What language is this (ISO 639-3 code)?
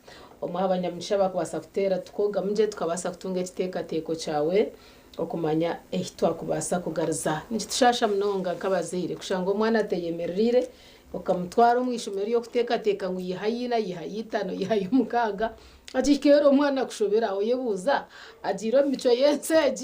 nyn